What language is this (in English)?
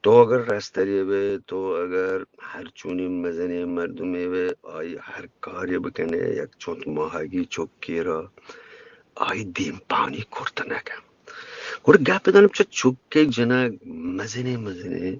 Eastern Balochi